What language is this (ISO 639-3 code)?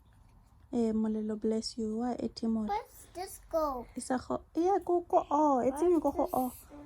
tsn